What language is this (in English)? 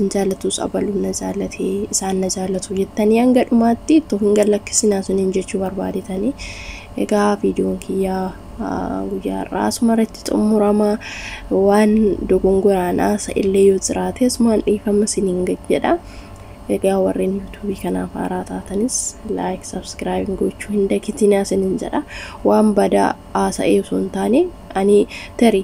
Oromo